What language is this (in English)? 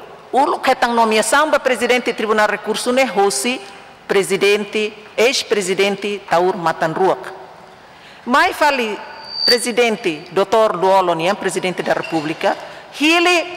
Tetum